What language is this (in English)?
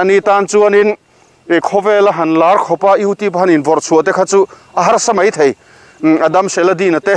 Mizo